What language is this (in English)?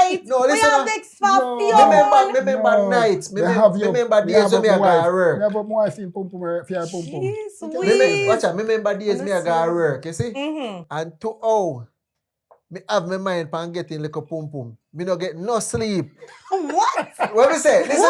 Jamaican Creole English